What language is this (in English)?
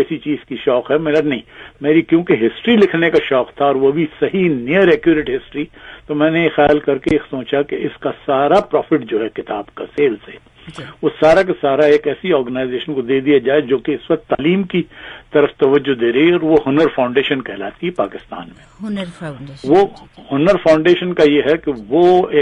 Urdu